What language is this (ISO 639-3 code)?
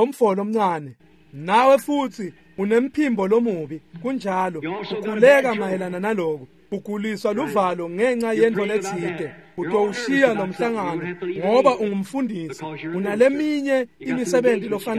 ssw